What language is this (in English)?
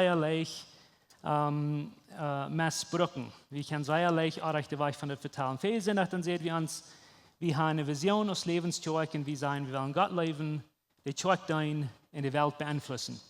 Plautdietsch